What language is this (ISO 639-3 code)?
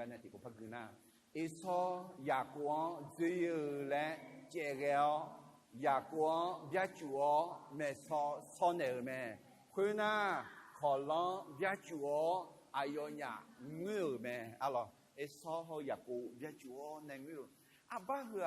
ahk